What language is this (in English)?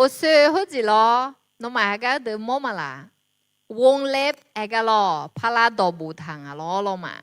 Akha